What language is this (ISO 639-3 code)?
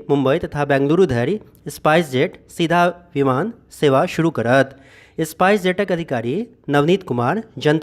mai